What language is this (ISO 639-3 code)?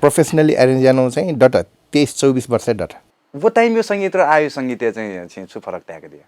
new